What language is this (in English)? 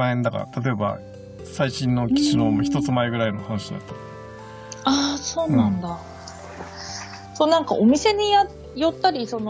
Japanese